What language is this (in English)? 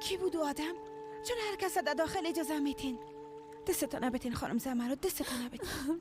Persian